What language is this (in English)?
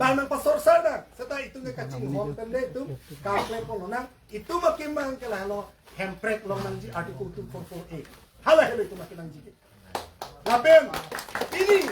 Karbi